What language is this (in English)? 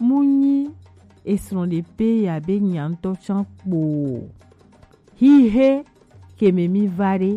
Gen